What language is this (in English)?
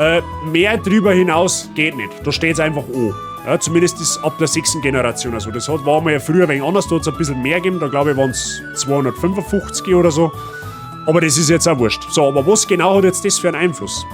Bavarian